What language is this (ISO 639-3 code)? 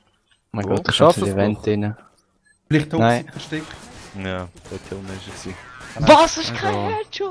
gsw